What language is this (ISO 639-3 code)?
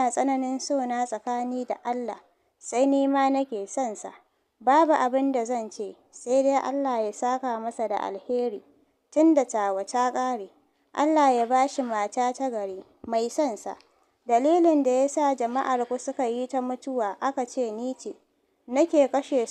hau